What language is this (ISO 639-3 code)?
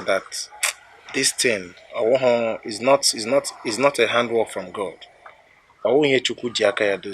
ibo